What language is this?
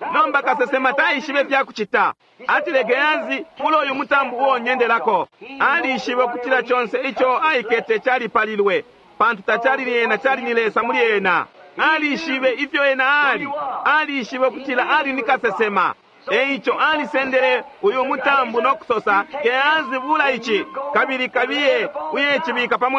Bemba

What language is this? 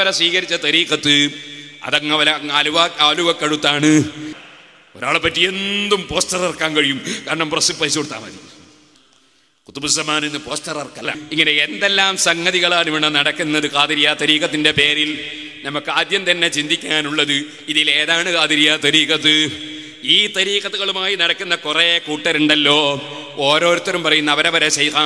Malayalam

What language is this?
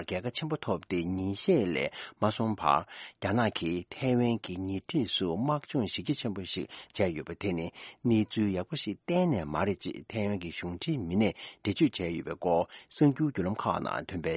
Tibetan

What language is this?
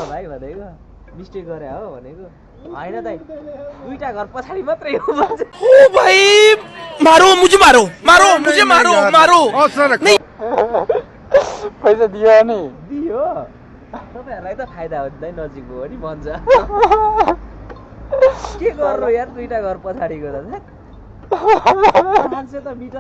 Nepali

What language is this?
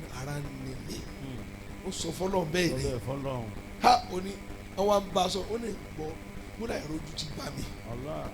Yoruba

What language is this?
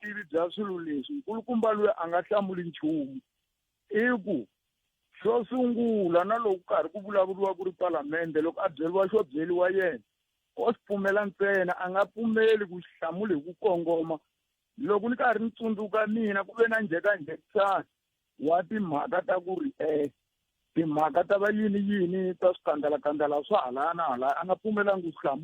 Tsonga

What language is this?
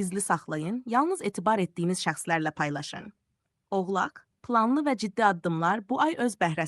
Azerbaijani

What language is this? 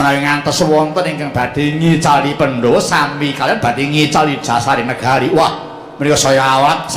Javanese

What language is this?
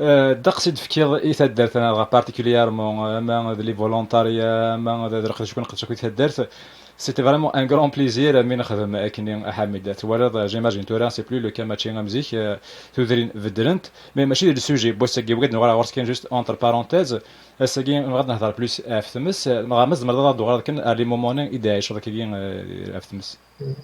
Kabyle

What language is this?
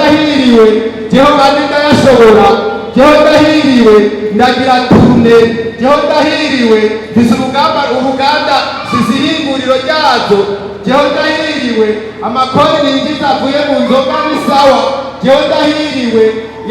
Rundi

